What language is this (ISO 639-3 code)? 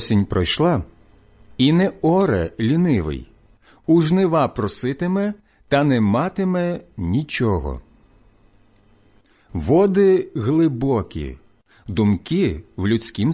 ukr